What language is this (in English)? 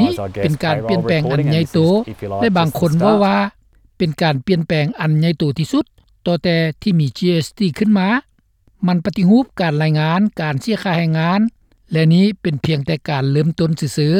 Lao